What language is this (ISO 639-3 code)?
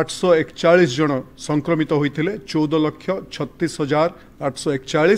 ori